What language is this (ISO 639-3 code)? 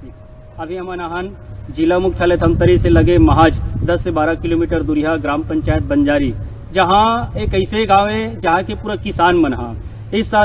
hne